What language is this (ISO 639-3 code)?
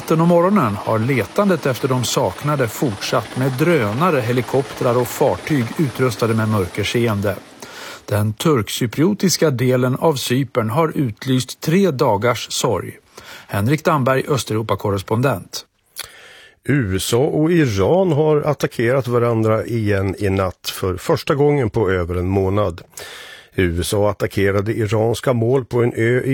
swe